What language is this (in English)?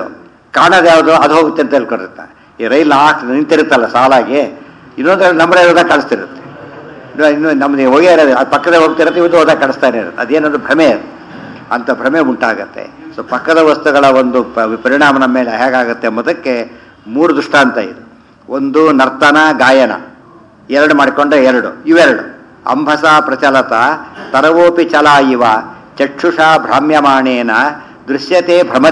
Kannada